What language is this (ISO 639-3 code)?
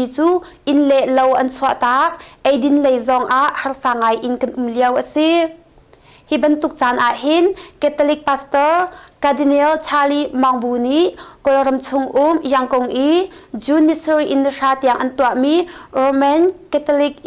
cnh